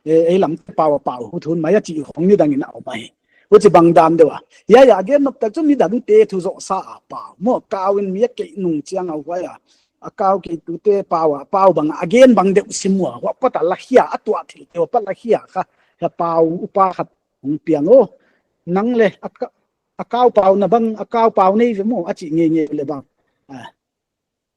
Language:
Paite Chin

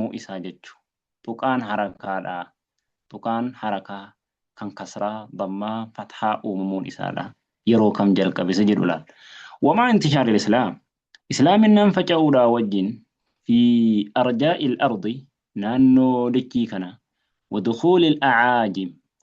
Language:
Oromo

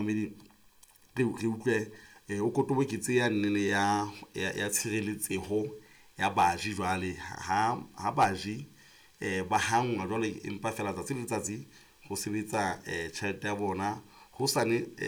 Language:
Southern Sotho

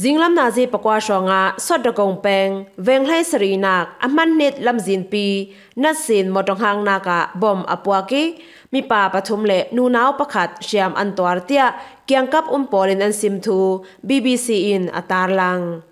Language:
Falam Chin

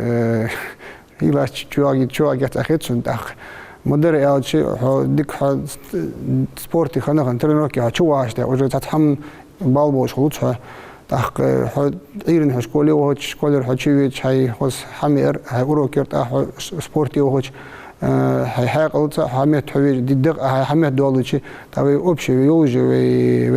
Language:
Ingush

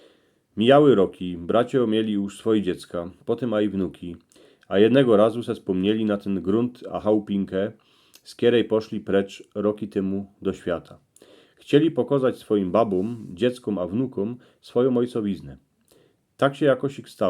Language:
Silesian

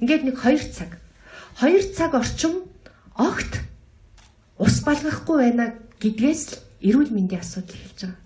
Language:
Mongolian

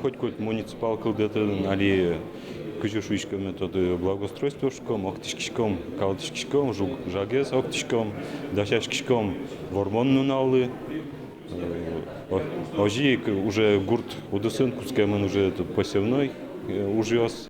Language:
Udmurt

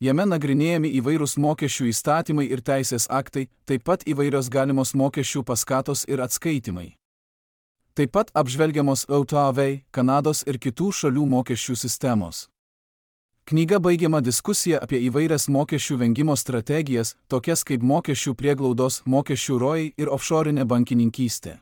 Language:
Lithuanian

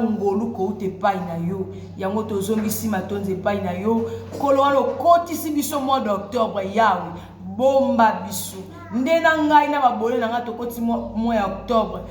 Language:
Lingala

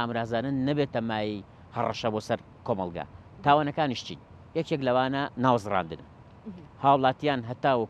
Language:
Central Kurdish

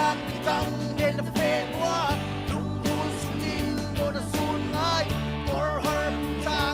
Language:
Falam Chin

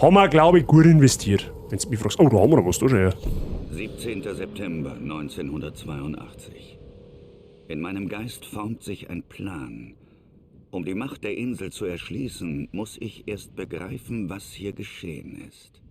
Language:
Bavarian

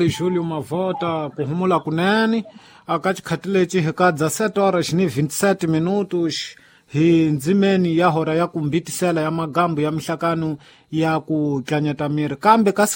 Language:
Tsonga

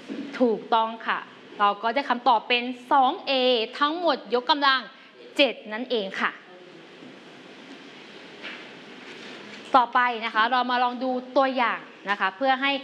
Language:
Thai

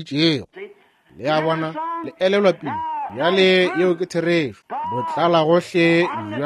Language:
Northern Sotho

